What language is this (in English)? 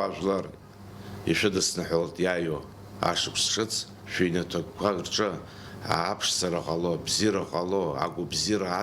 Abkhazian